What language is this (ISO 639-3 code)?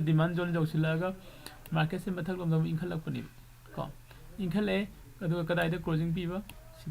mni